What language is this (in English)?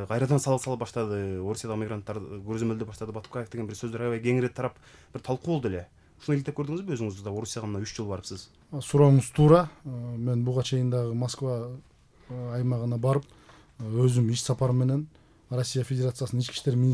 Kyrgyz